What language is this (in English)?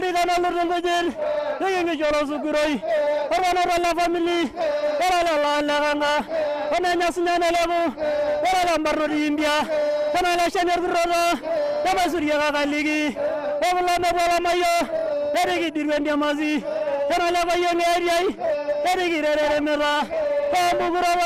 Masai